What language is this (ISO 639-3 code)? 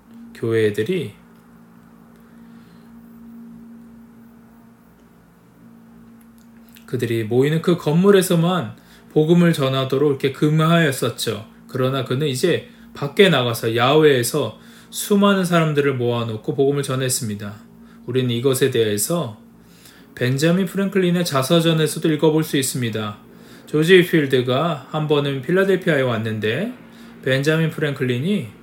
kor